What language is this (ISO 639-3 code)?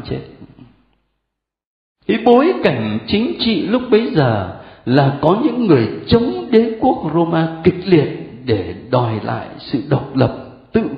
vie